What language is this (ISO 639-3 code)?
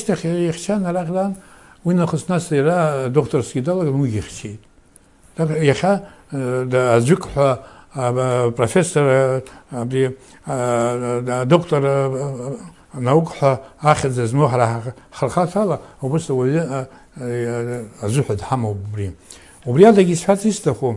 abk